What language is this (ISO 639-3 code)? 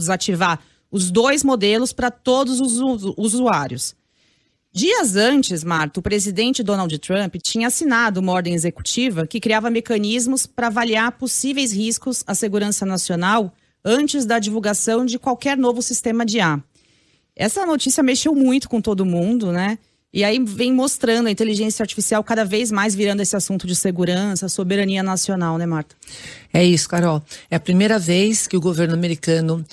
por